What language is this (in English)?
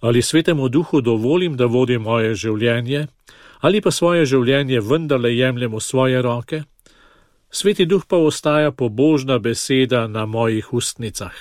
Slovenian